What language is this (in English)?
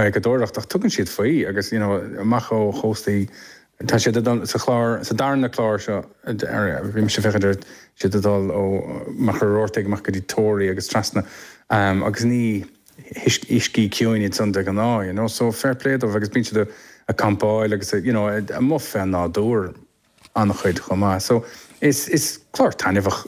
Irish